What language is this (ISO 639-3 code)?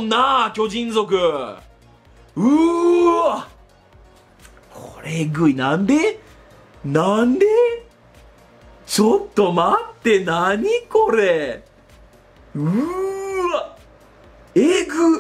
jpn